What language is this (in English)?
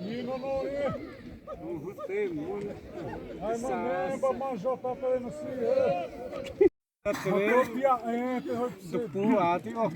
Xavánte